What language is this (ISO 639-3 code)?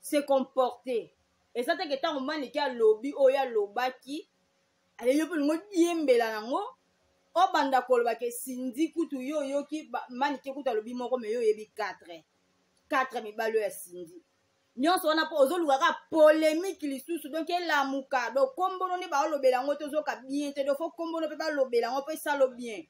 lin